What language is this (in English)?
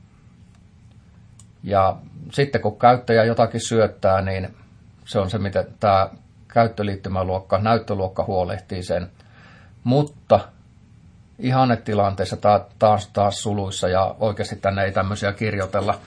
Finnish